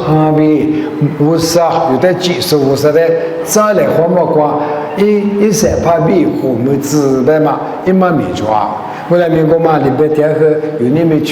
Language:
Lisu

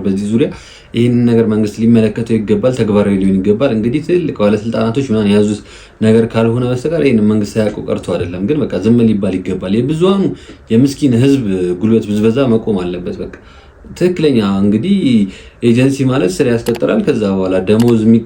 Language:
Amharic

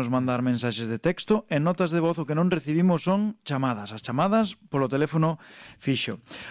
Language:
Galician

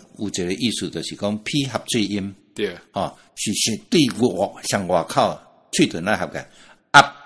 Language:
Min Nan Chinese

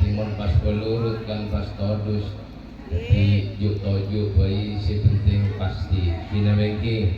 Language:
Madurese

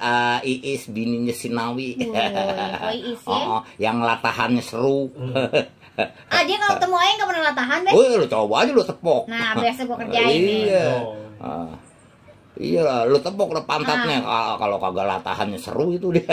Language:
Betawi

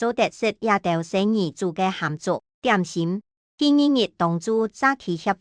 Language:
Hakka Chinese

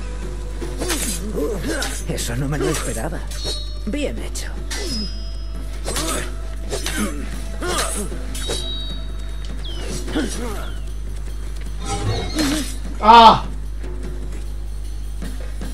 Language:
Spanish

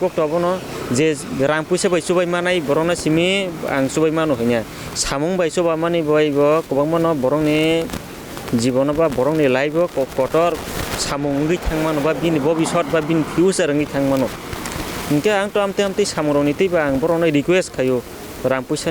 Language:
Kok Borok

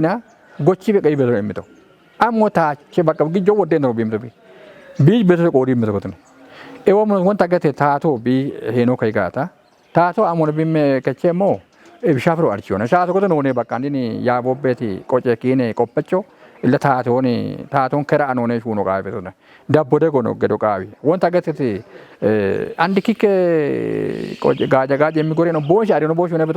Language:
Kafa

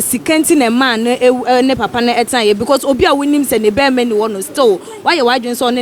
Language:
Akan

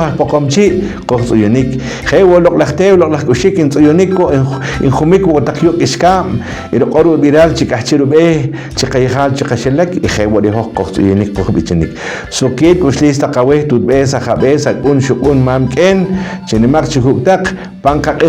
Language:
Poqomchi'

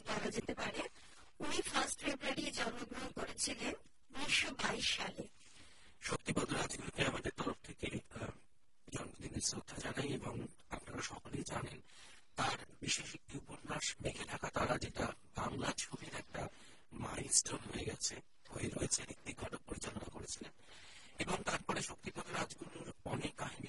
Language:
Bangla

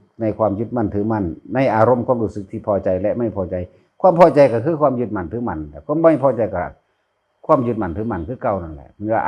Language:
Lao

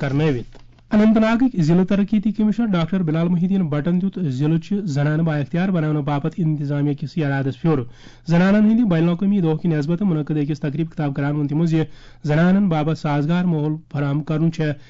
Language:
Kashmiri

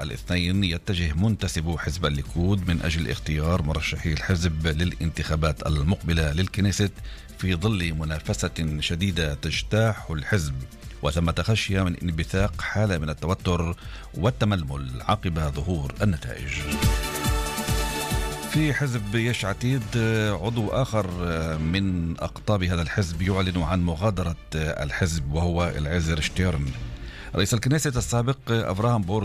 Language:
Arabic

